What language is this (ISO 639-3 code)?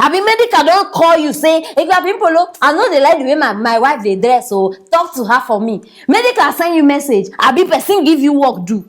pcm